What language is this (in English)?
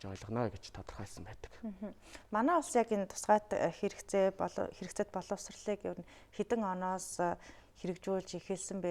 Mongolian